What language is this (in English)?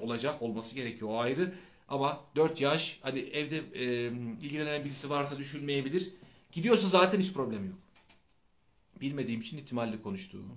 Turkish